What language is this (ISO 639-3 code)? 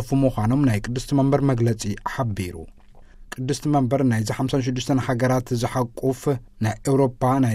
tir